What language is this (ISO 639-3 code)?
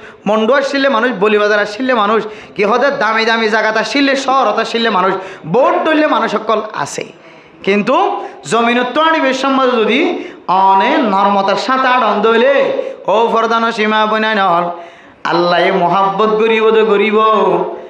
rhg